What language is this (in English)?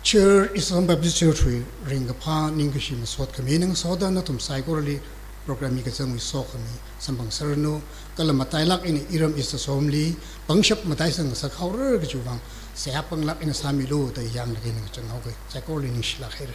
Tangkhul Naga (India)